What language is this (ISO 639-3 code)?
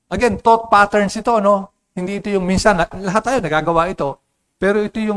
fil